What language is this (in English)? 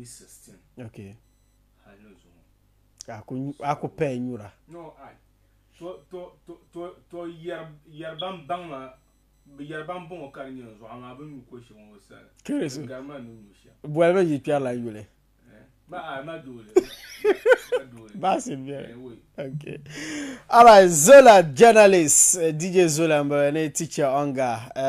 Dagbani